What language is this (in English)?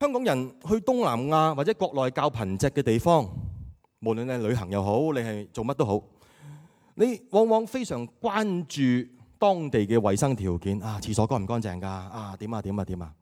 Cantonese